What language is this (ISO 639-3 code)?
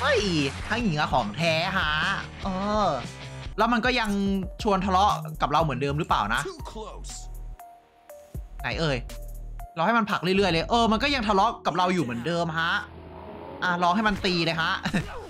tha